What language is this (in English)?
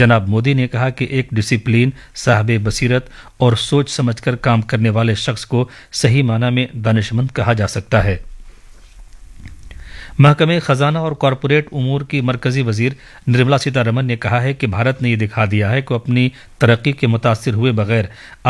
Urdu